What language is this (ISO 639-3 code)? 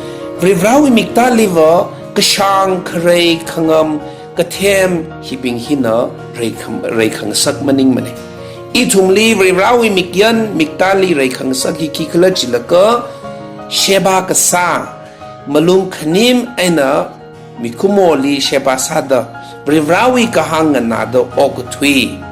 nmf